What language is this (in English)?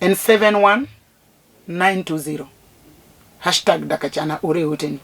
Luo (Kenya and Tanzania)